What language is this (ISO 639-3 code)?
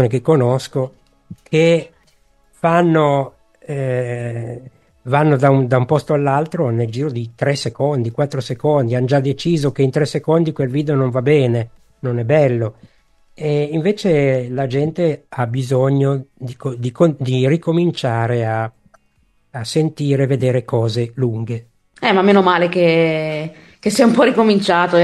ita